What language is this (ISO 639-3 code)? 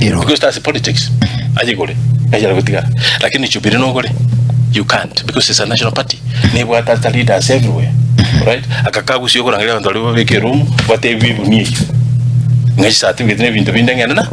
guz